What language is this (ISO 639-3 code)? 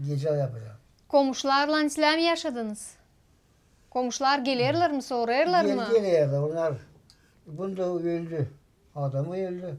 gag